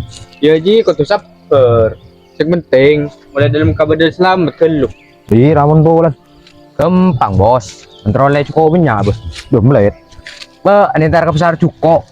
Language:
Madurese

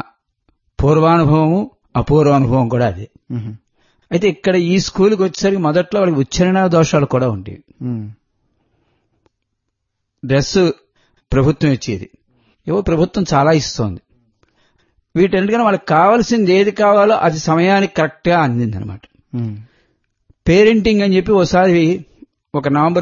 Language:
Telugu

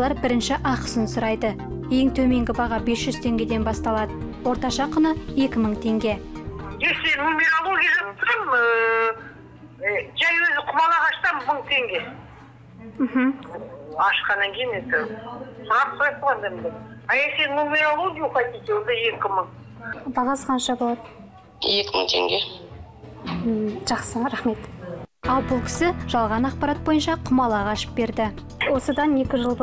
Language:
Kazakh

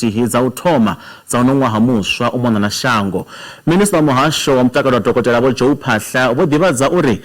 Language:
Venda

